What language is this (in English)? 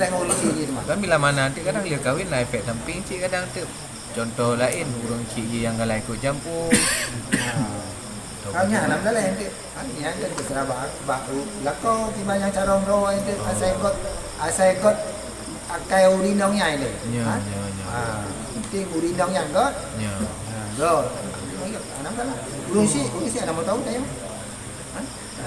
Achinese